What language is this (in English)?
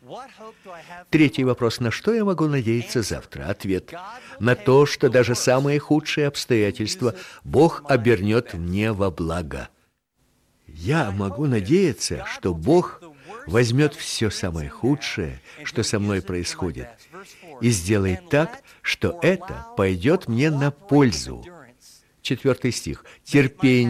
Russian